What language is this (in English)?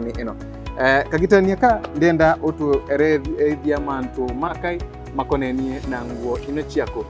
Meru